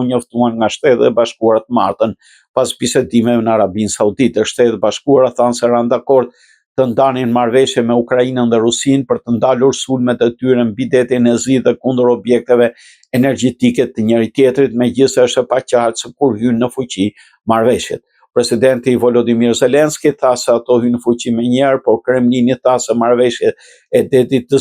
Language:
Albanian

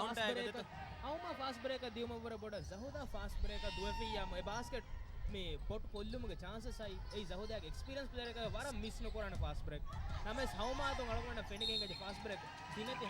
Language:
Divehi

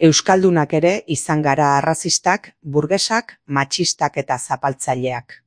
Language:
Basque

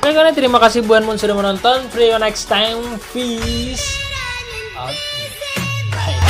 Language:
Banjar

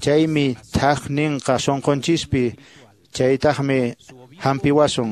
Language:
Quechua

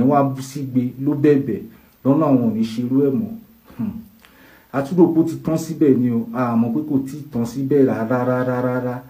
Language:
Yoruba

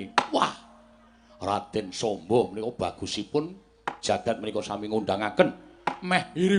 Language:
Javanese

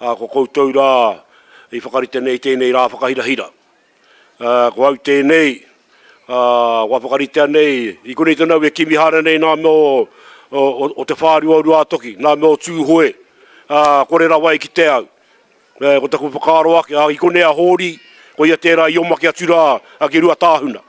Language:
Māori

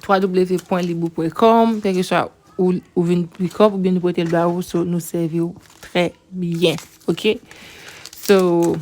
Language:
Haitian Creole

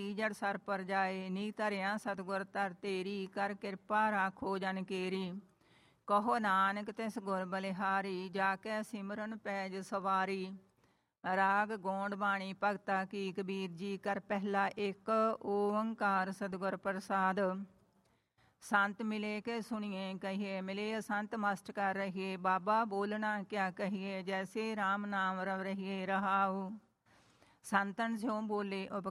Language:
Punjabi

